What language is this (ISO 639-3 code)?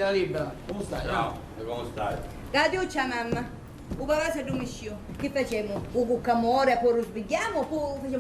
scn